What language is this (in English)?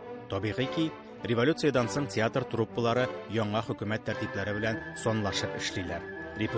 Tatar